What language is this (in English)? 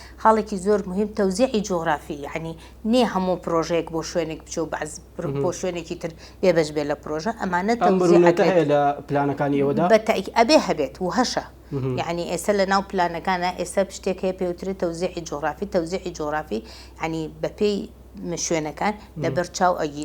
Central Kurdish